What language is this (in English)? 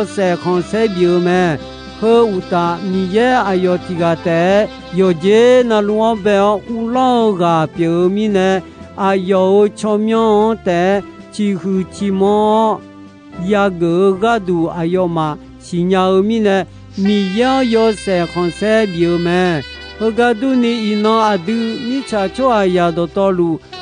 Akha